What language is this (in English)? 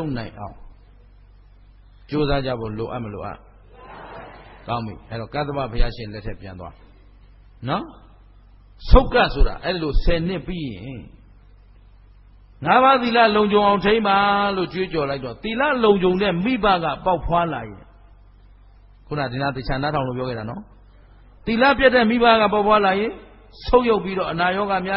Burmese